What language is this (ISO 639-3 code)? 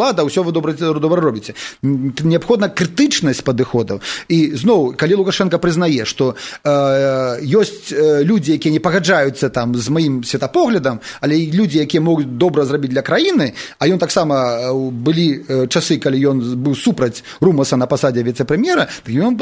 bel